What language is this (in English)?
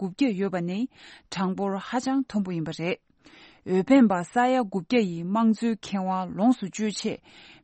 Tibetan